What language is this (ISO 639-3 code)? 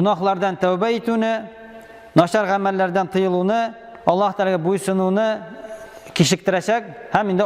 tat